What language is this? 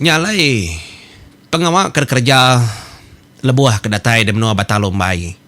Iban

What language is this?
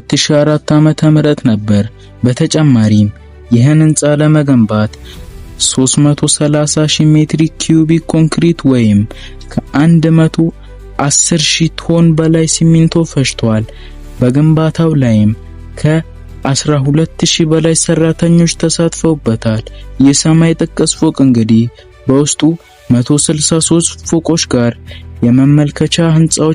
Amharic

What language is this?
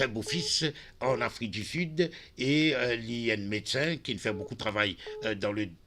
Morisyen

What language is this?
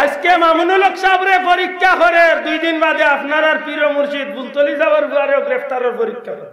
Sylheti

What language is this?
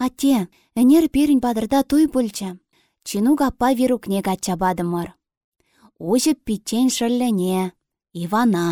Chuvash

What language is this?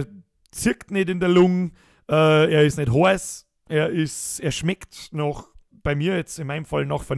Bavarian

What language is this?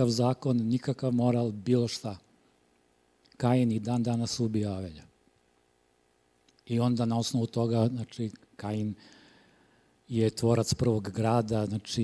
Serbian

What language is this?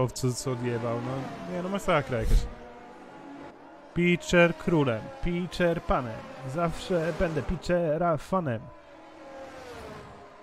Polish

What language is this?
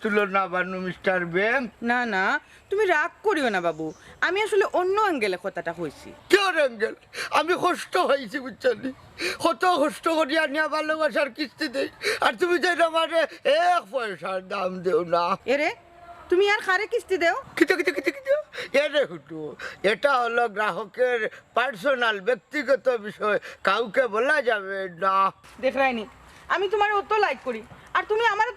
Sylheti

